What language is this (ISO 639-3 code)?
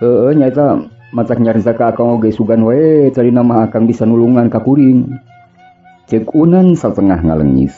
sun